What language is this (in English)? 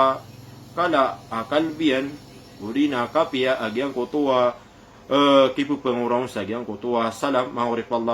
Maranao